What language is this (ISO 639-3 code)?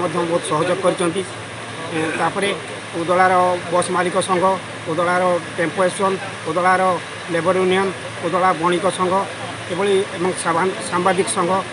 ori